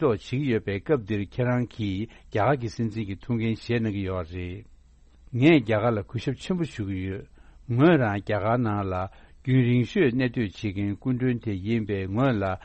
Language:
Tibetan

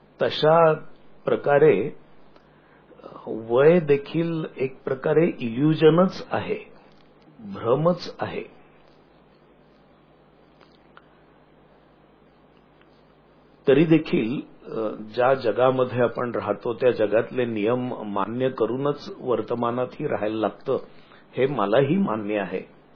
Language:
Marathi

